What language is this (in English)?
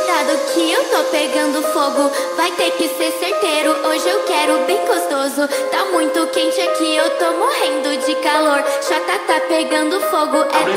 Portuguese